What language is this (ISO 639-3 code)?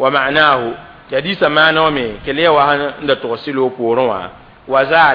mos